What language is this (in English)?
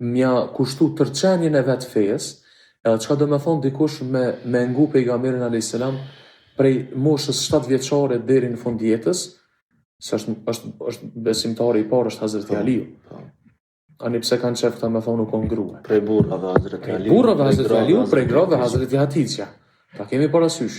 Albanian